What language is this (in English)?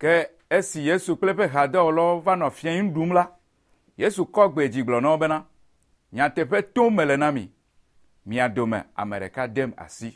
Ewe